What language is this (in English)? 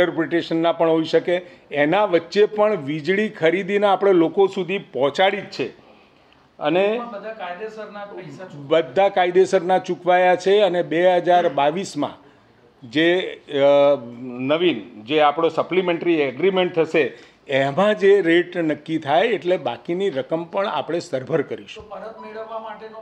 Gujarati